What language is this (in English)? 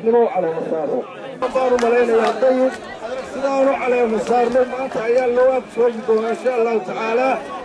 Somali